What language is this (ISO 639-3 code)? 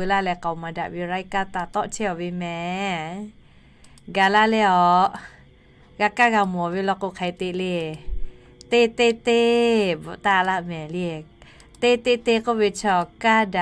lhu